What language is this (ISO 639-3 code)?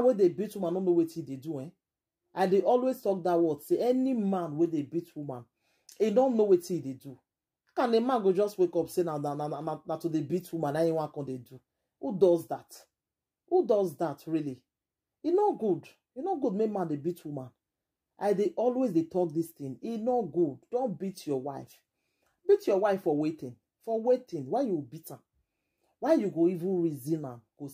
pcm